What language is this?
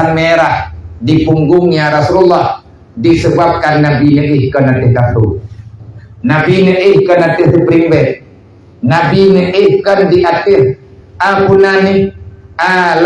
Achinese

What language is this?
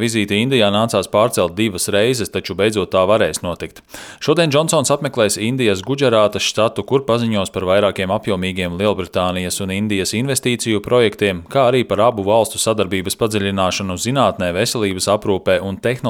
Latvian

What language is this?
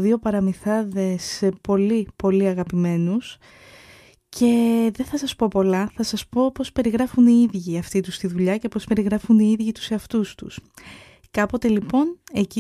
Greek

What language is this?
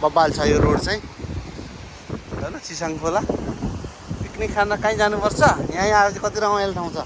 Nepali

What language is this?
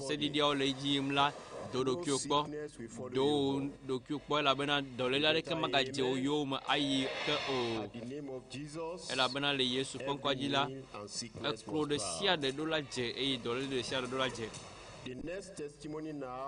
Ewe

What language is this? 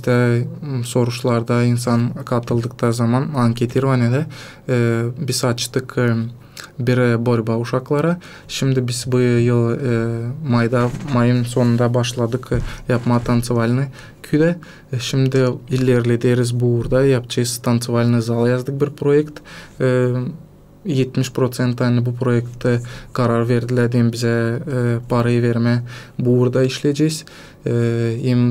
Gagauz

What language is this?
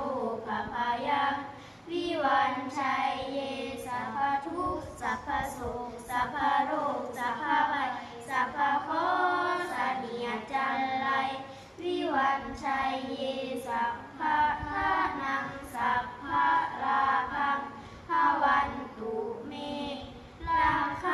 Pali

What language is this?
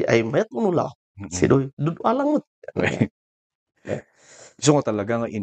Kankanaey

